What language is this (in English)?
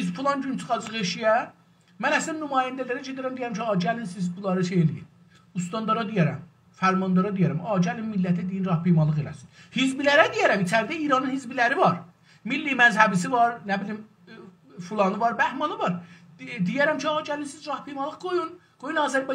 South Azerbaijani